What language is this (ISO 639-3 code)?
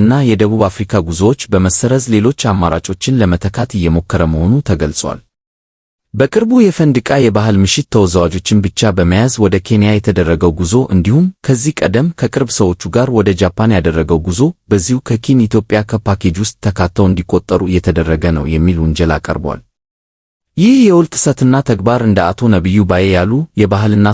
amh